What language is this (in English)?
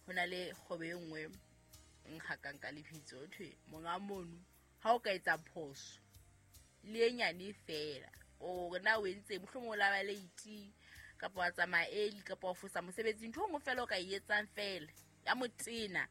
Southern Sotho